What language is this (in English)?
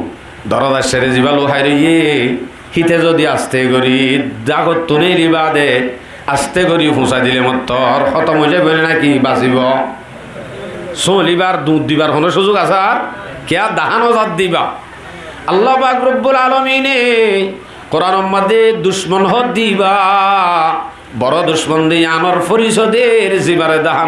Rohingya